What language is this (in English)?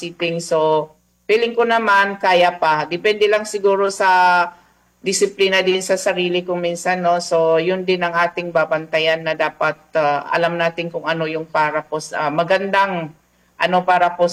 Filipino